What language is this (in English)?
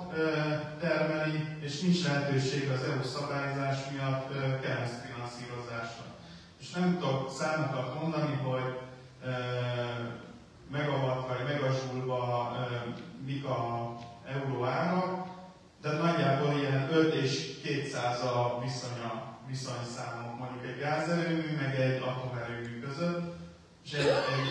Hungarian